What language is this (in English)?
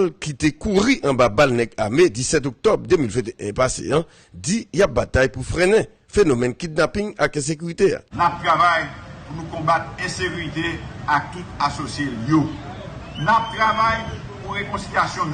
Haitian Creole